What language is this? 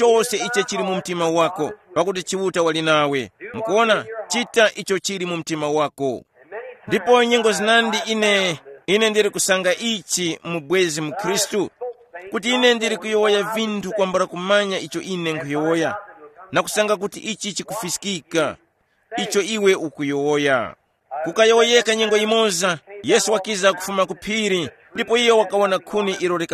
Tumbuka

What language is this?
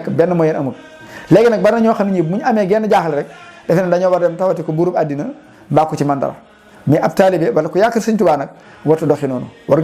Wolof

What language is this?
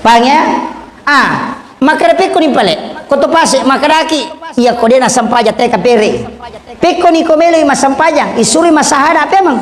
Buginese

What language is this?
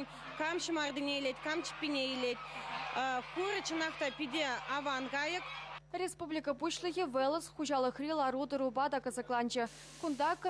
Chuvash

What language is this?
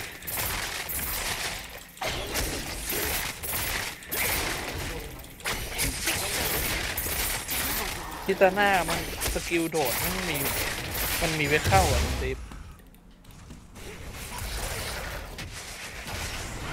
Thai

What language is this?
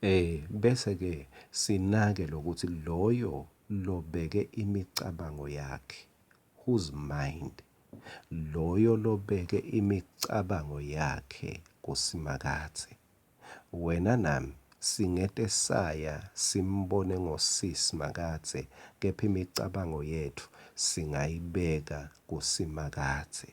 Swati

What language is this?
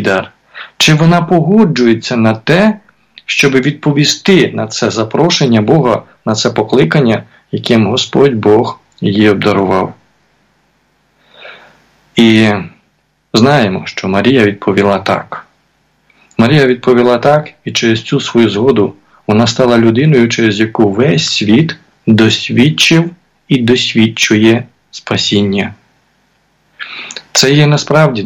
Ukrainian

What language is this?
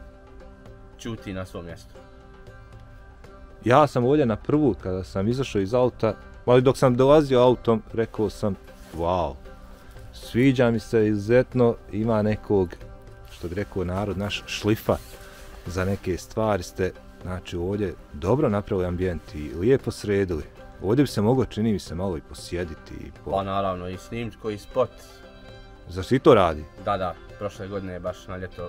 Bosnian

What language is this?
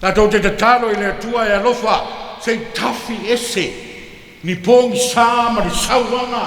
Samoan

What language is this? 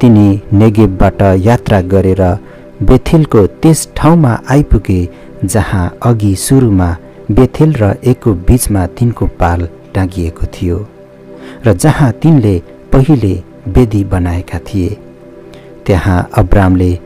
Nepali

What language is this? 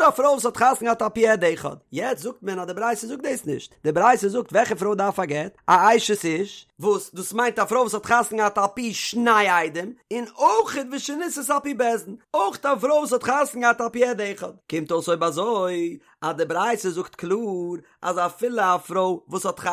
Yiddish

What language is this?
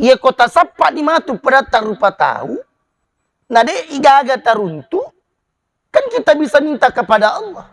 Buginese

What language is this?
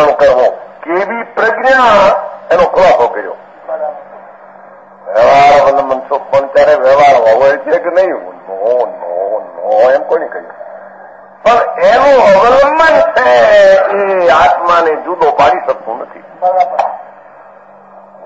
Gujarati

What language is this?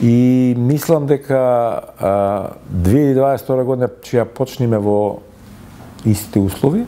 Macedonian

